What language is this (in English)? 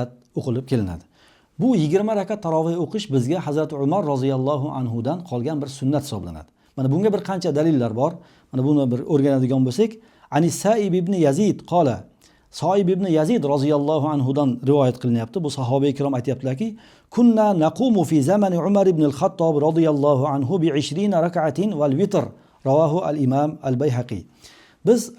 Uzbek